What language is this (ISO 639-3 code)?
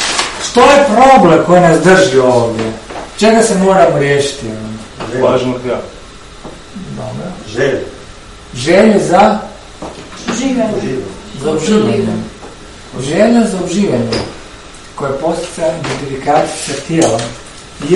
hrv